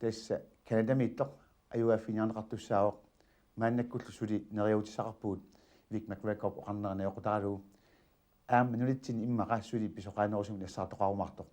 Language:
Kalaallisut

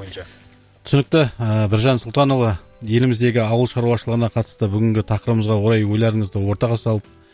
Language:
Kazakh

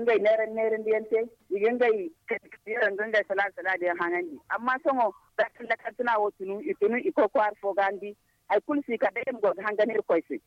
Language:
Zarma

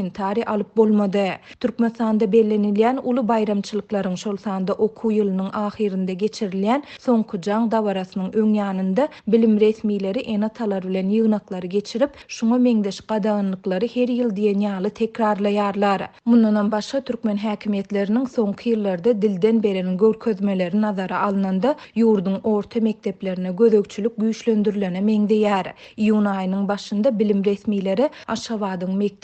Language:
Turkmen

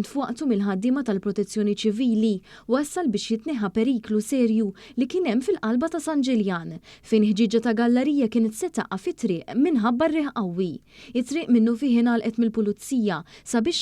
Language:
Maltese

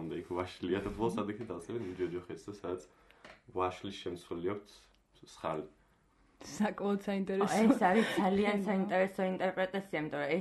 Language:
Georgian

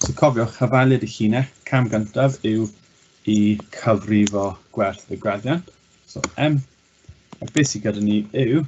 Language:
Welsh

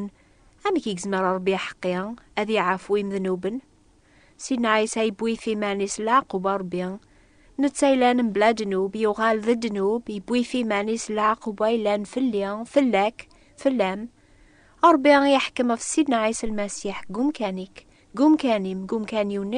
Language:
Kabyle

